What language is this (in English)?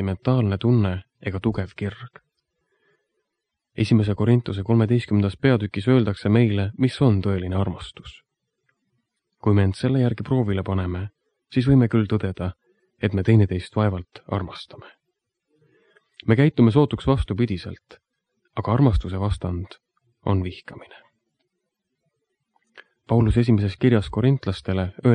Estonian